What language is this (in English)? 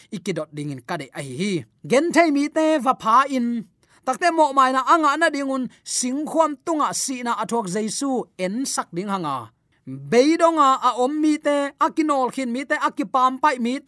Tedim Chin